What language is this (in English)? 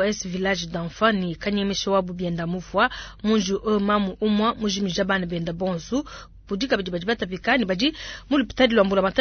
Luba-Lulua